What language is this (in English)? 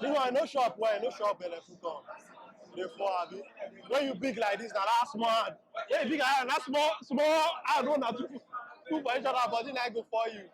Nigerian Pidgin